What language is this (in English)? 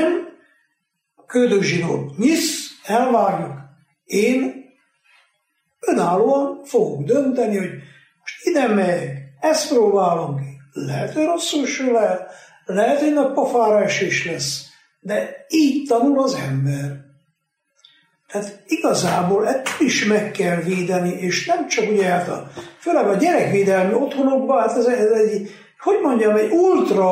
Hungarian